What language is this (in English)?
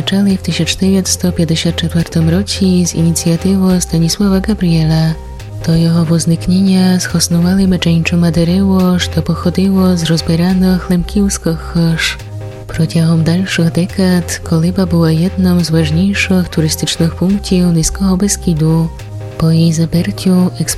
Rusyn